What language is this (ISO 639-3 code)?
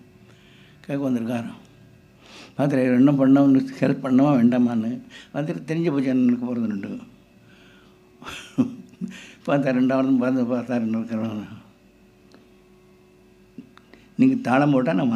tam